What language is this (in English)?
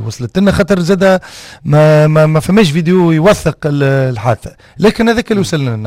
Tunisian Arabic